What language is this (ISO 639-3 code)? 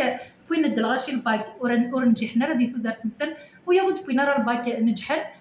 kab